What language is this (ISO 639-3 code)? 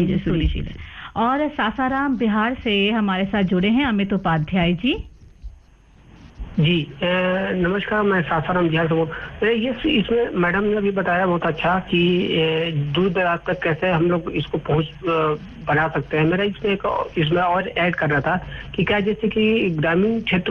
hin